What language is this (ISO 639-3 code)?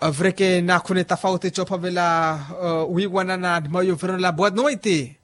vmw